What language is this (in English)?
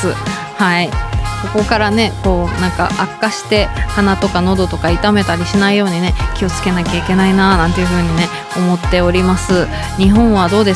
Japanese